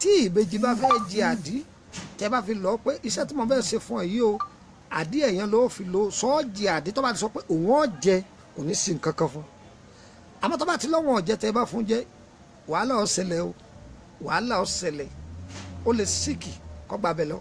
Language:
Yoruba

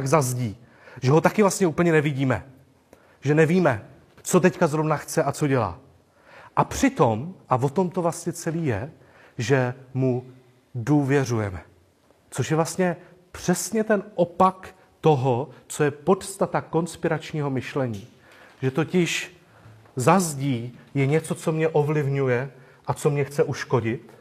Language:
Czech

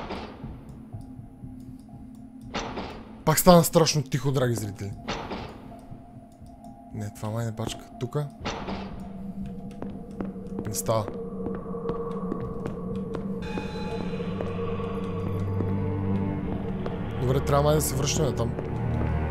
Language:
Bulgarian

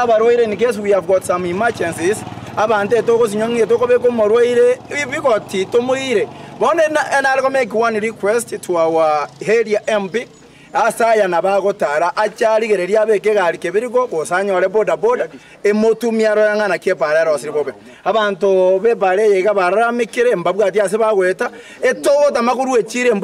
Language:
Gusii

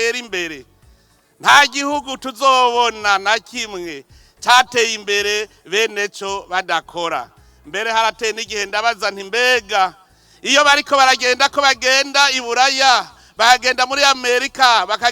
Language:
Rundi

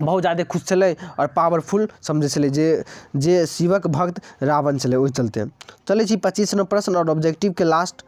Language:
Maithili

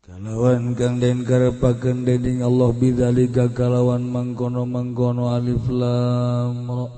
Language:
Sundanese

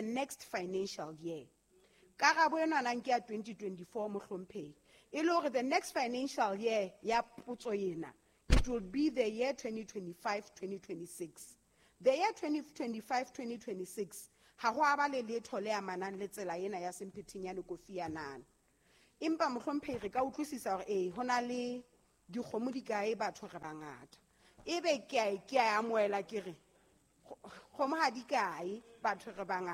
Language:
Southern Sotho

